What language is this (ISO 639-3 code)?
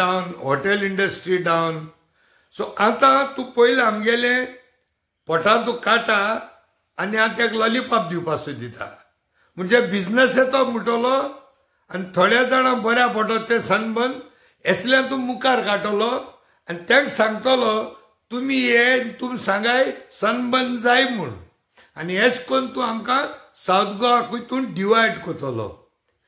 kok